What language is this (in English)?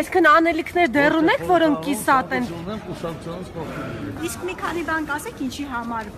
Armenian